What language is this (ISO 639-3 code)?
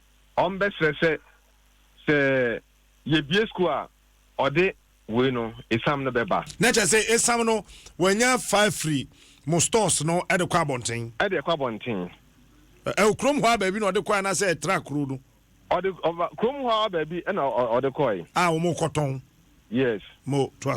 aka